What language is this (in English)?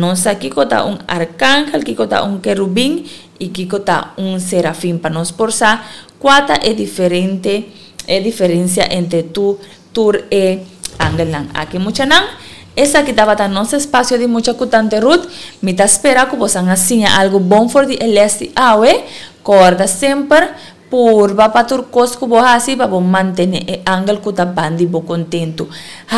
Papiamento